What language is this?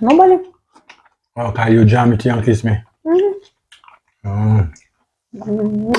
Jamaican Creole English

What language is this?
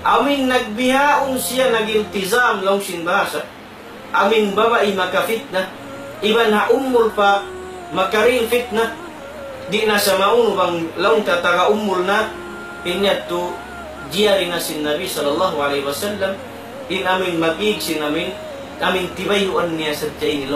Tausug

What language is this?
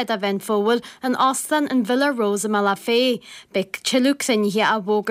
Irish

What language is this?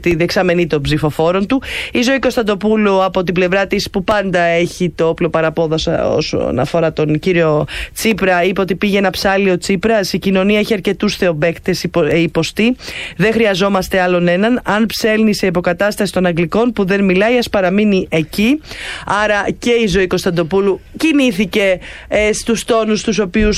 Greek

